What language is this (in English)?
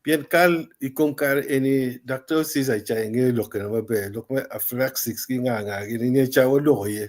Acoli